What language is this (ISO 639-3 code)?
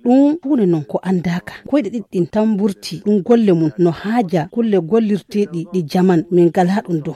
ful